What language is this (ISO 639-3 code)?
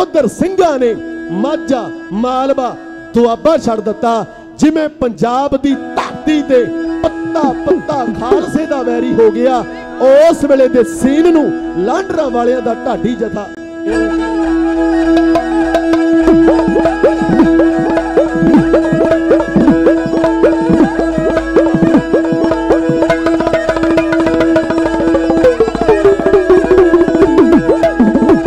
pan